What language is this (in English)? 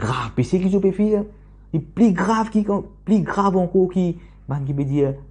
Morisyen